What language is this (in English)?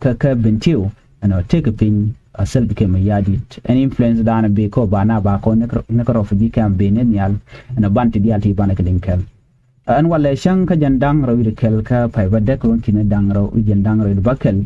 Nuer